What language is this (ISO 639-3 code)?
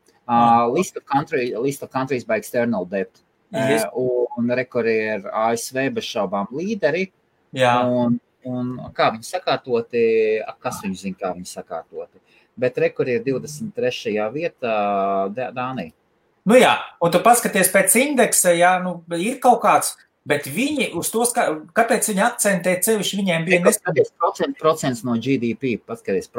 lav